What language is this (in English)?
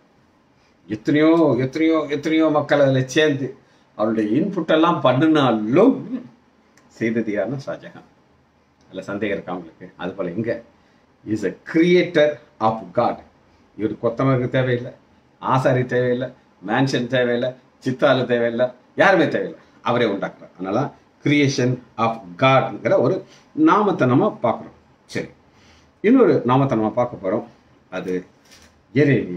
Tamil